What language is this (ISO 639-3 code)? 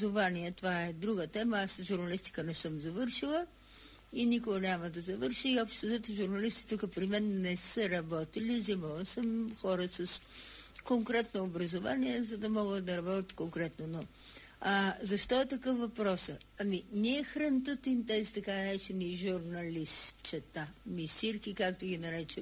bul